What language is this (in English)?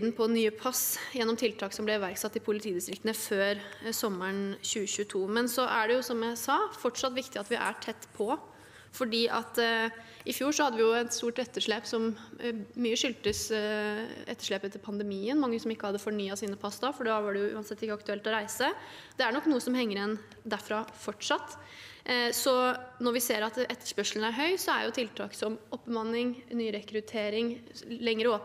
Norwegian